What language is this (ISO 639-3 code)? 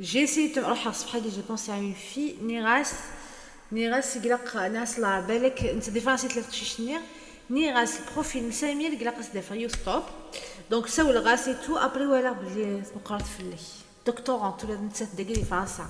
kab